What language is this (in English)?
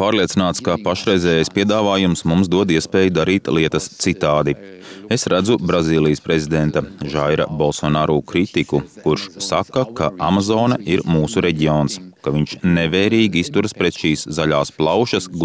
Latvian